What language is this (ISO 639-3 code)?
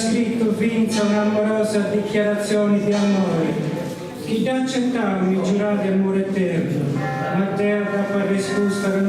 srd